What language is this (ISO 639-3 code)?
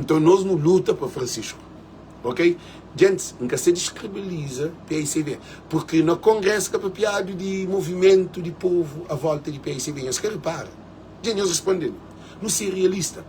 kea